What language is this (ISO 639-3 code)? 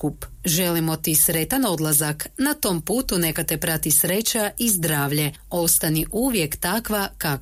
hrv